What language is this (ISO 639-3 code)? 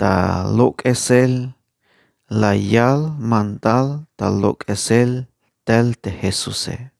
tzh